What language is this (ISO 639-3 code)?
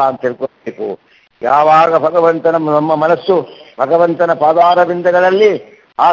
kan